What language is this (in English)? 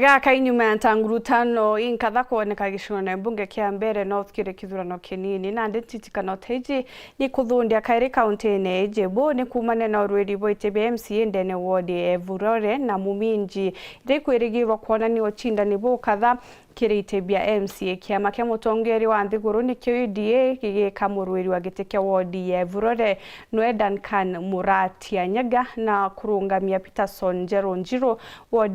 Meru